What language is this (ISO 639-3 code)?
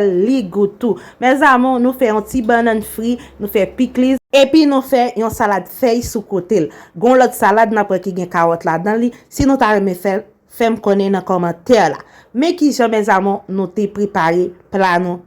hat